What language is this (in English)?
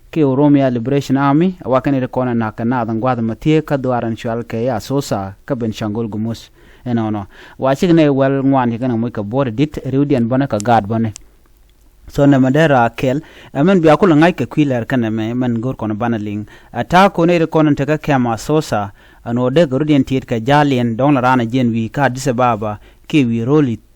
Nuer